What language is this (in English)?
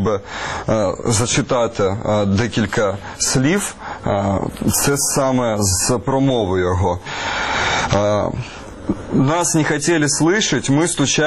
Ukrainian